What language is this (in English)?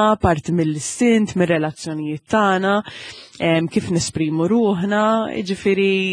Maltese